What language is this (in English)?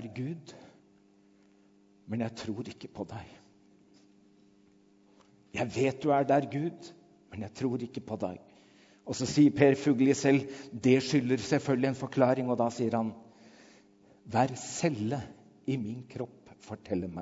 Norwegian